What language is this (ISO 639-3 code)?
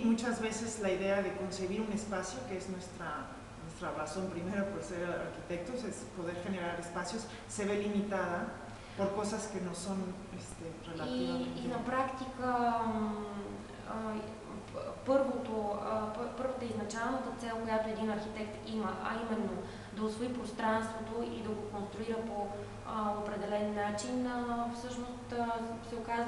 bul